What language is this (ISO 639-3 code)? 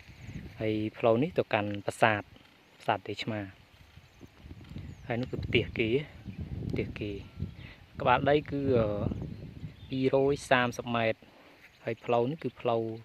khm